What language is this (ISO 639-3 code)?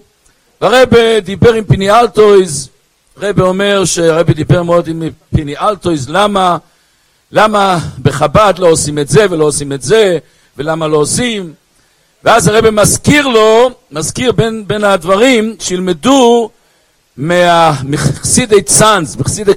heb